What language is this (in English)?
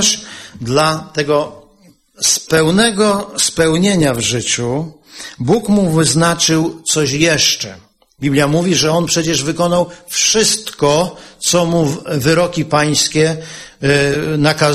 Polish